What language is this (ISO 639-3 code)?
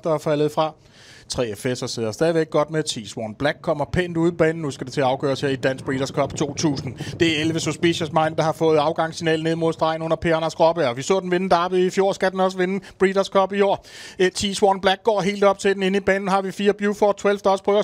dan